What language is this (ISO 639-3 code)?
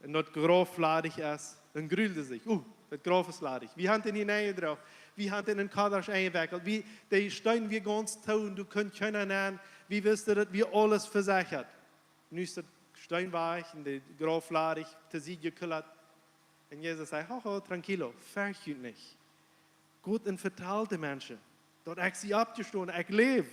pdt